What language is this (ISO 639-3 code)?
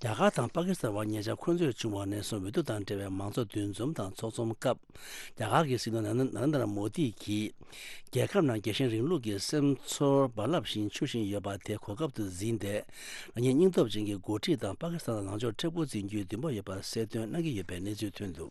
bod